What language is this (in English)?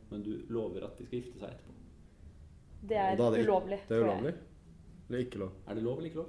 Norwegian